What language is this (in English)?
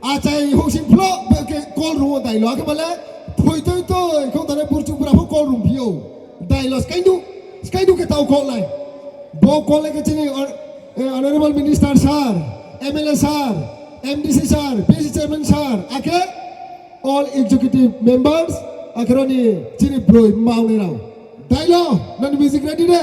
Riang (India)